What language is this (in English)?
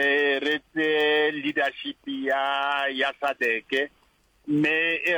Northern Sotho